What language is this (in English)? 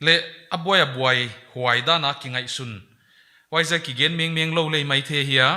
Paite Chin